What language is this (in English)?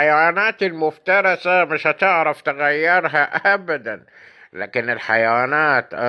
Egyptian Arabic